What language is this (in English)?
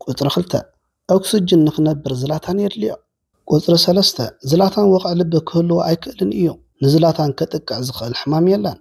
Tigrinya